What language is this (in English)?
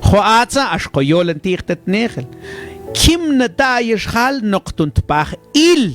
Mam